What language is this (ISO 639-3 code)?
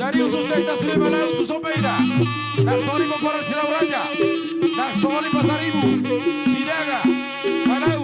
bbc